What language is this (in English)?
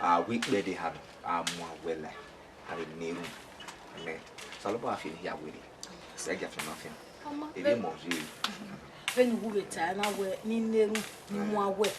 Bini